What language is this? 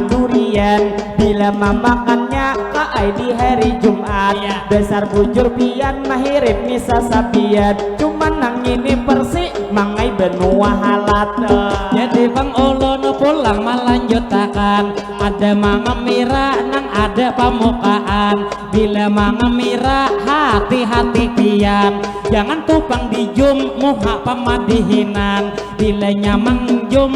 Banjar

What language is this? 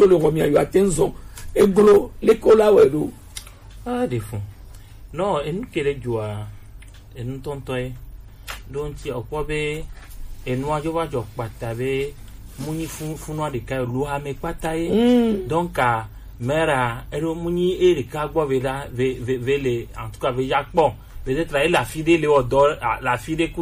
Gen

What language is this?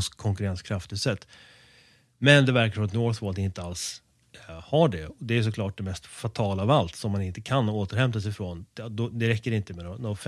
Swedish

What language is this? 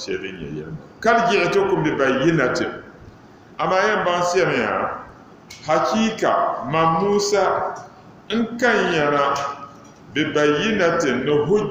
Dagbani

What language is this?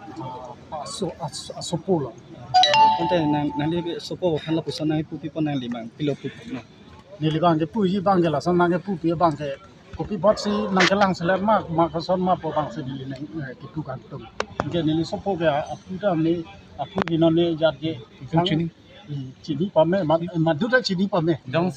Karbi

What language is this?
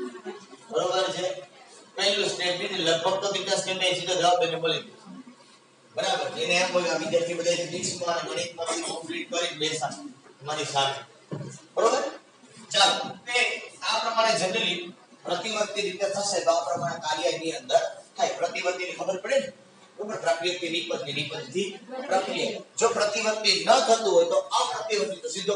Gujarati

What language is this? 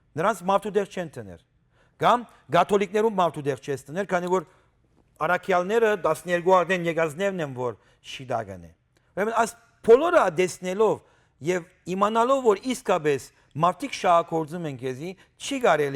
Western Armenian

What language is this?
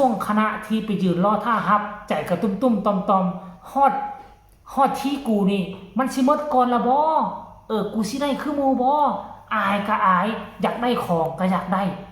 Northeastern Thai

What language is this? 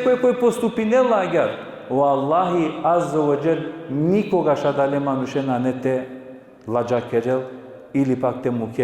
Balkan Romani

